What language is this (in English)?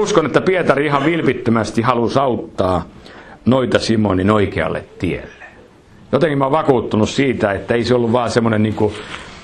Finnish